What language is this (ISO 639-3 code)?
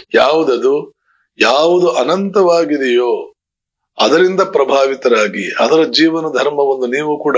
kan